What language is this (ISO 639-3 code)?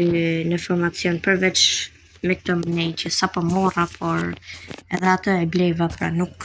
sqi